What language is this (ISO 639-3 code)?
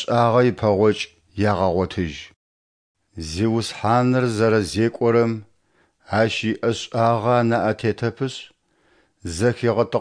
ady